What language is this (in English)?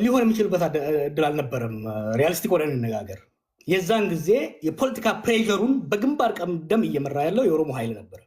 Amharic